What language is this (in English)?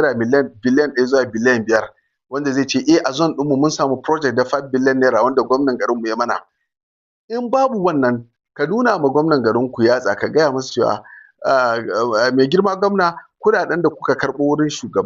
Hausa